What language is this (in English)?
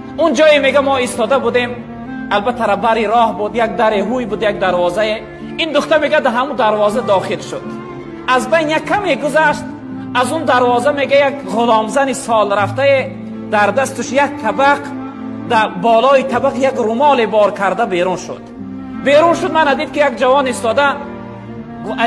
Tajik